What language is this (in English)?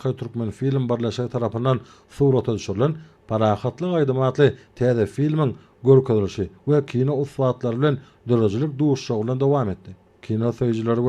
Turkmen